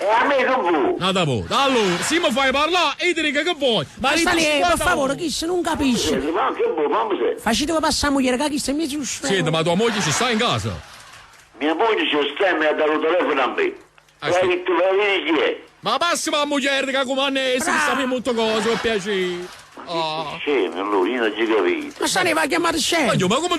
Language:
Neapolitan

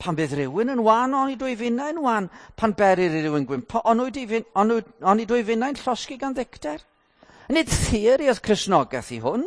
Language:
Welsh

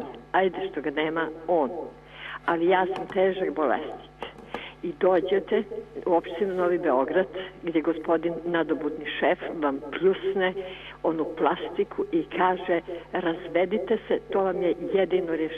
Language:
Serbian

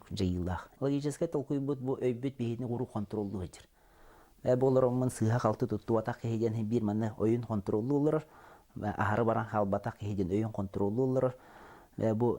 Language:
Yakut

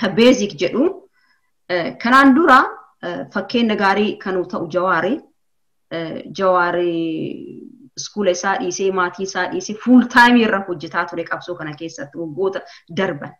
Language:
Oromo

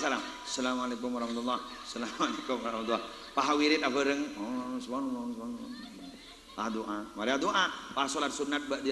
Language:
Madurese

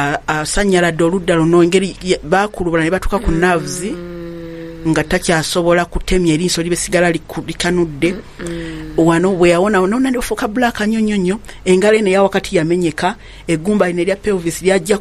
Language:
Ganda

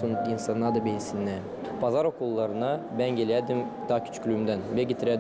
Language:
Gagauz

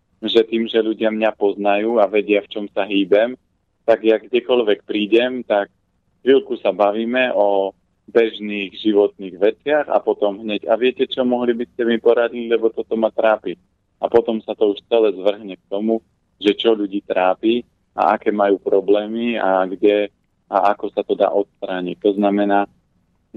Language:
Slovak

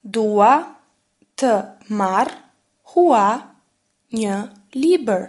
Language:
Albanian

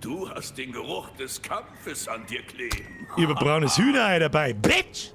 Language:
Bavarian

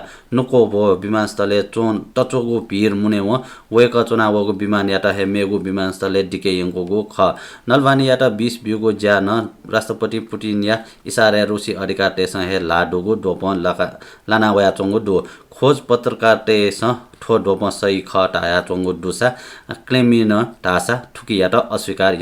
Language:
Newari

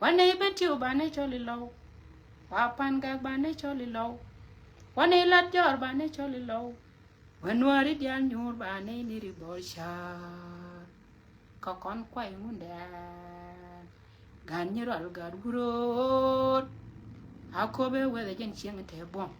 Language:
Nuer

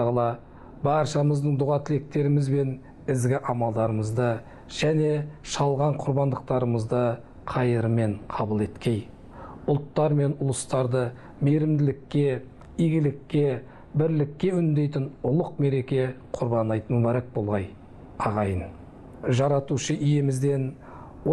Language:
Kazakh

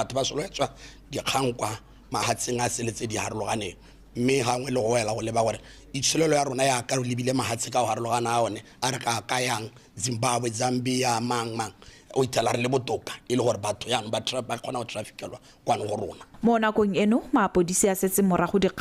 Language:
Tswana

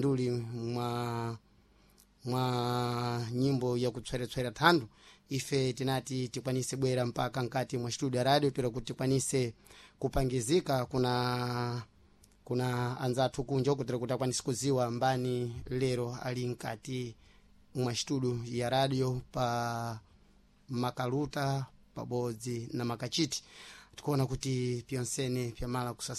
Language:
Sena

